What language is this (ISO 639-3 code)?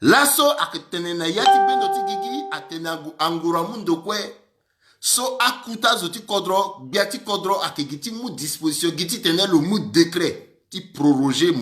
sag